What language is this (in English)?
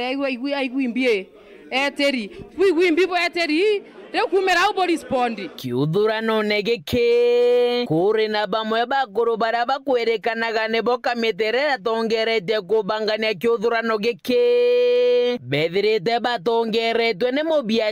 Meru